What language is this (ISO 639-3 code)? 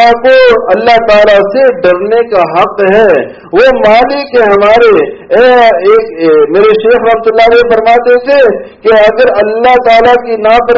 urd